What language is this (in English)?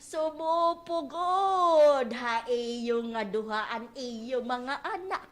Waray